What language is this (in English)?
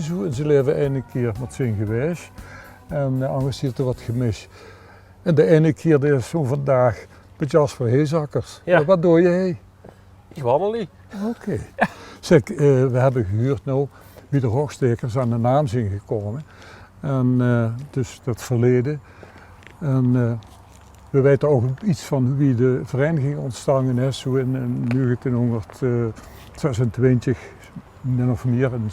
Limburgish